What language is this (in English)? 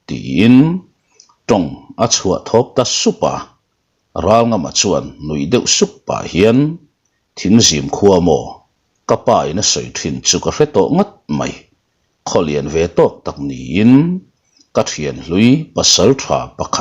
Mizo